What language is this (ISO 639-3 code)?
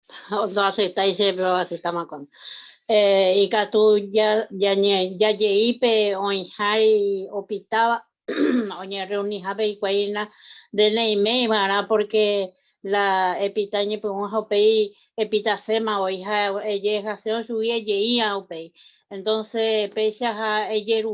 grn